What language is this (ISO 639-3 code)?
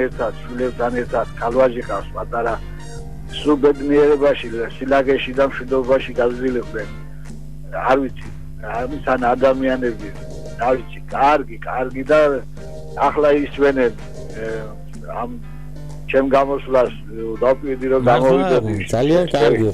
kat